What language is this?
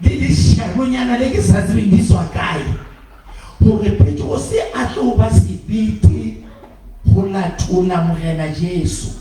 Southern Sotho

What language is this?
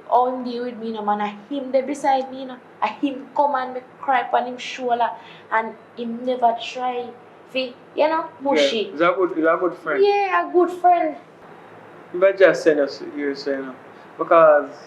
Jamaican Creole English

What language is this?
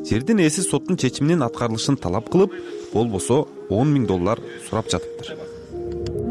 Kyrgyz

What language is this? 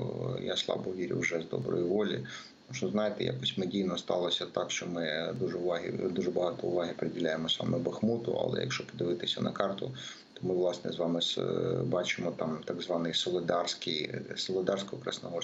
Ukrainian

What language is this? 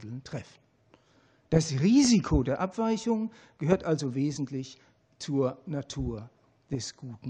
German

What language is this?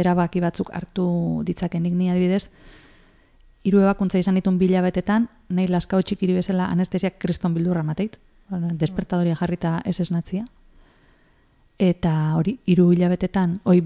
Basque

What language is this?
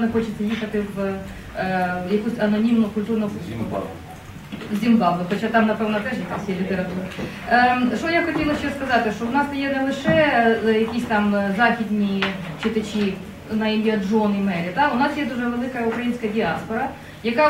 Ukrainian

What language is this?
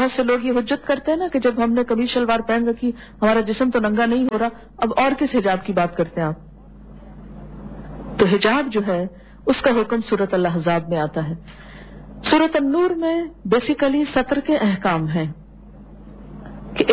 Urdu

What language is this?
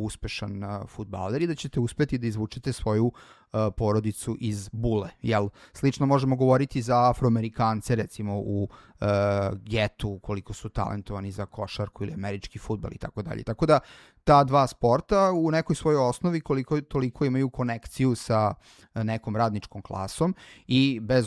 Serbian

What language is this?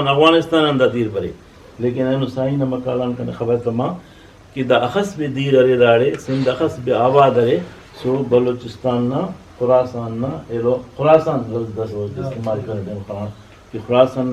Brahui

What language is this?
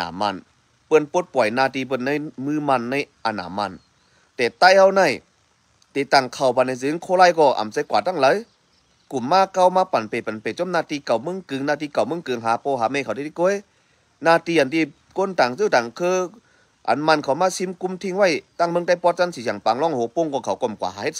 Shan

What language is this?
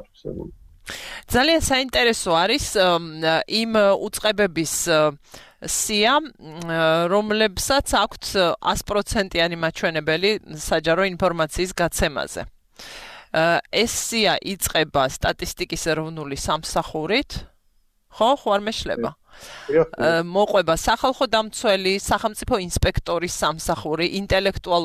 Georgian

